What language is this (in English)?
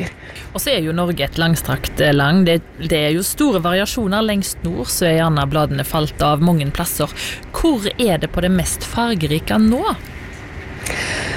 Norwegian